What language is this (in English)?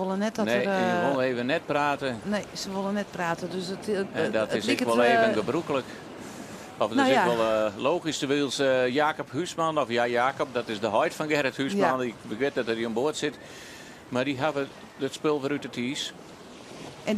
Western Frisian